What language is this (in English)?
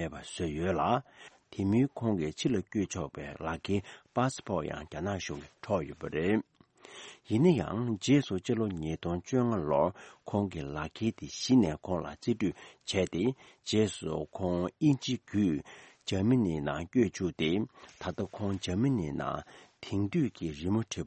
Tibetan